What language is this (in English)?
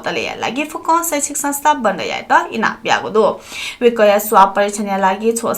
Newari